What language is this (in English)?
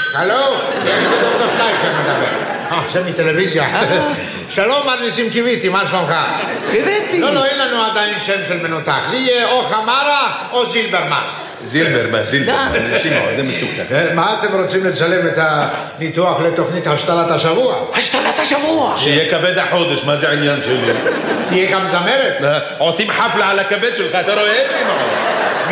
Hebrew